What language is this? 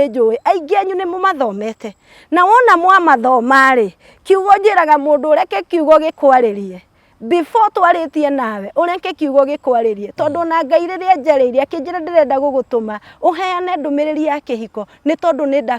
Kikuyu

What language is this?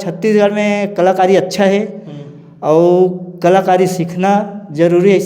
Chhattisgarhi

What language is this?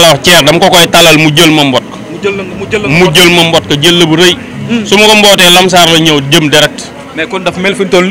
Wolof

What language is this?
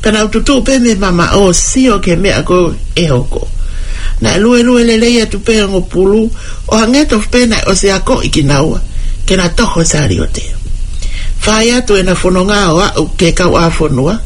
Tongan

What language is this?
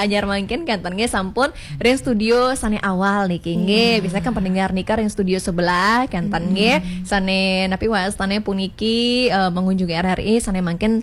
Balinese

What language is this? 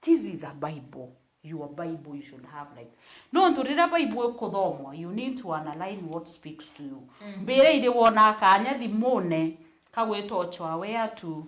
Meru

